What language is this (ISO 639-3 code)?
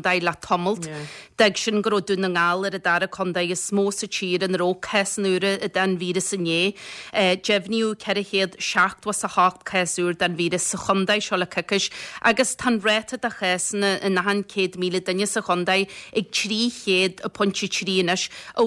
gle